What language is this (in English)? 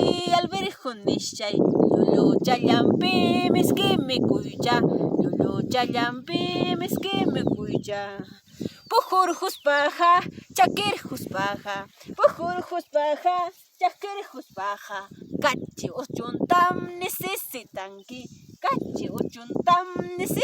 Ayacucho Quechua